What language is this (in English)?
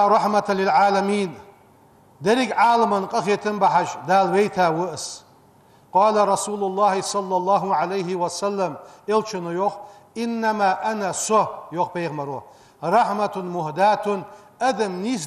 Ingush